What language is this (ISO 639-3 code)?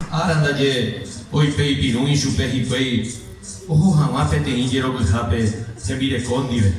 grn